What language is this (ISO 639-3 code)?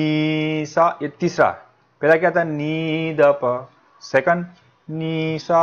hin